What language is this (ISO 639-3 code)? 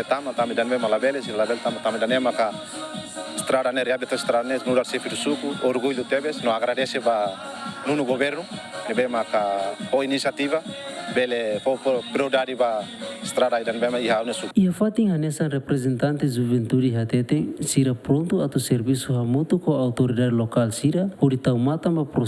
tet